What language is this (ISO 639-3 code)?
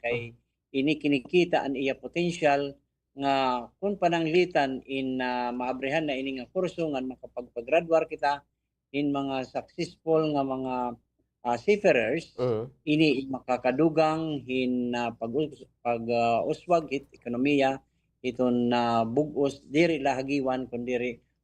war